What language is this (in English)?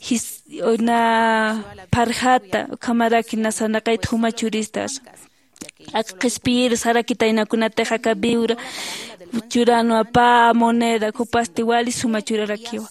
Aymara